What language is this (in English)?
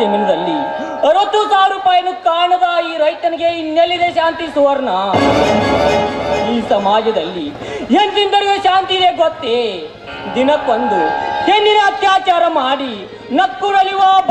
Kannada